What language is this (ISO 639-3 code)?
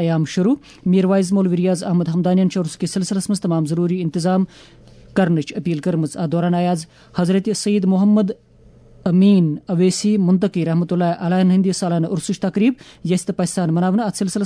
kas